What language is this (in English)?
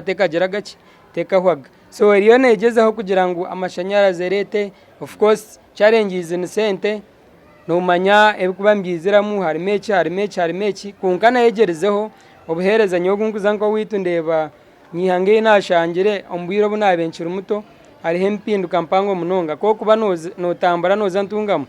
Nyankole